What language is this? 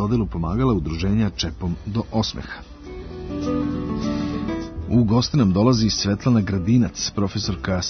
Serbian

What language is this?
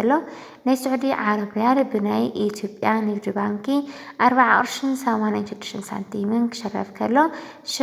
Tigrinya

